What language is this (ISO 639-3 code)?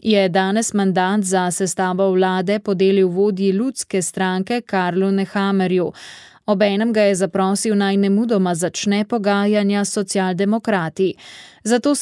slv